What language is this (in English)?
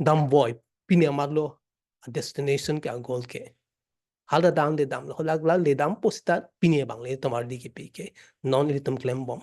Karbi